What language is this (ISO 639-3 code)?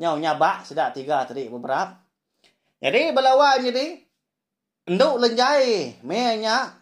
iba